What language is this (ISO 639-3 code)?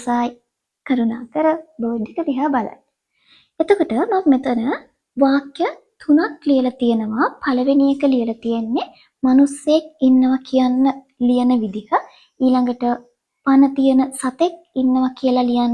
sin